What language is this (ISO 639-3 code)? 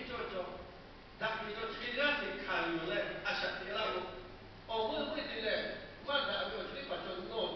lhu